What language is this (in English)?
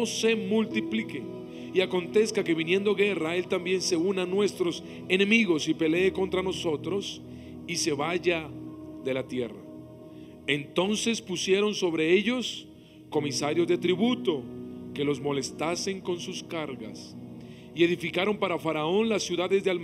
Spanish